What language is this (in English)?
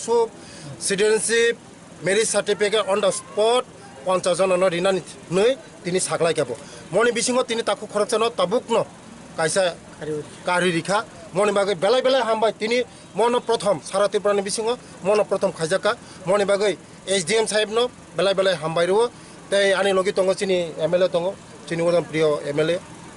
Kok Borok